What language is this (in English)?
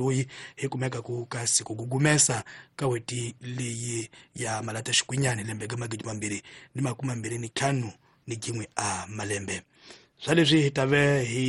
Tsonga